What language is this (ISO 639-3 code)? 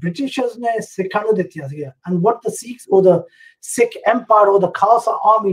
pan